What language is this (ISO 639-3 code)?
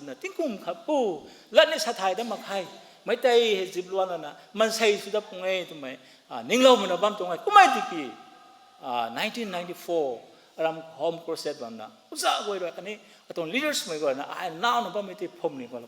nbu